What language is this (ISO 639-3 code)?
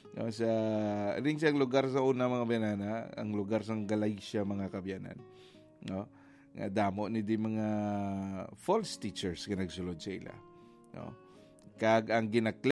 hil